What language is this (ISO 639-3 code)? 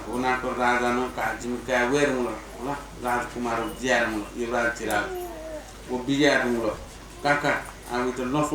new